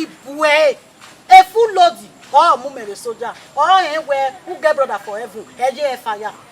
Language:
Bini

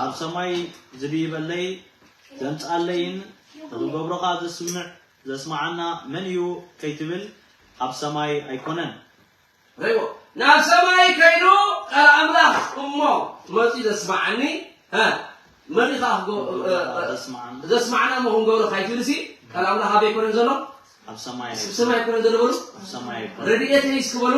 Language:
Tigrinya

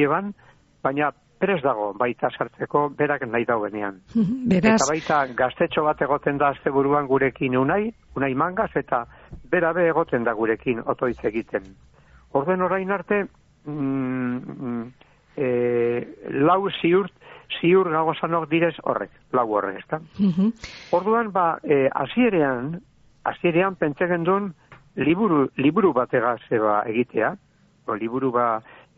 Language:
Basque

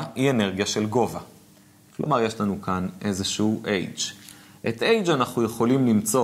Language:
Hebrew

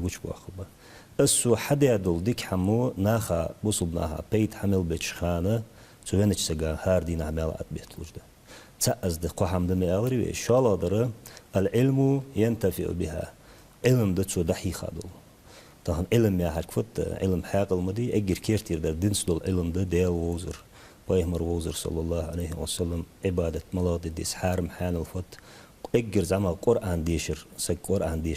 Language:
Ingush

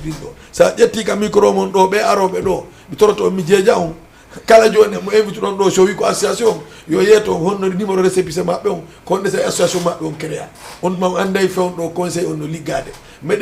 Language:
Fula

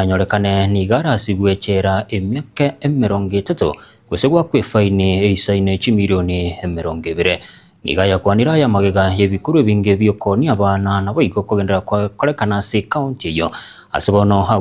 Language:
Gusii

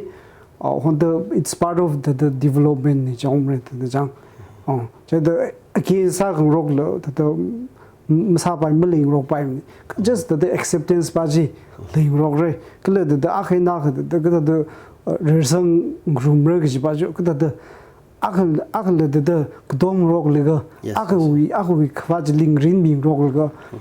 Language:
Tangkhul Naga (India)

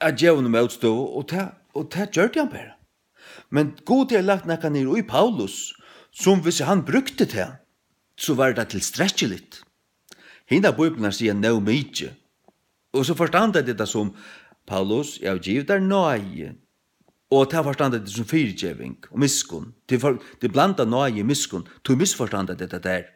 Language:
Faroese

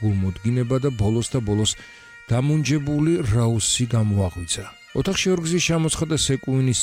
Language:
Georgian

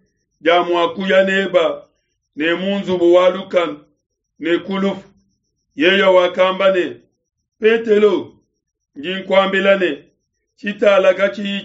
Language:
Luba-Lulua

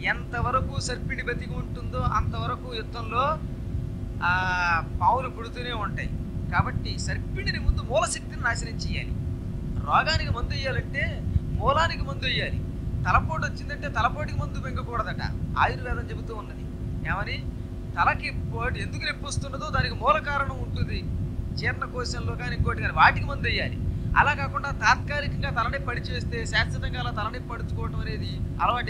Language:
Telugu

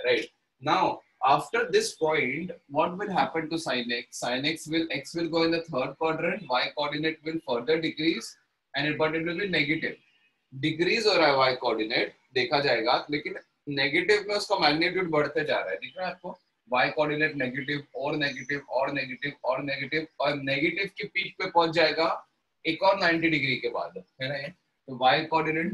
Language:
Hindi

